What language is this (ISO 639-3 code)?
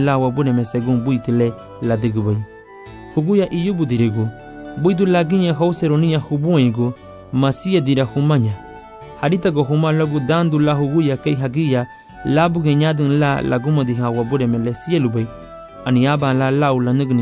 cab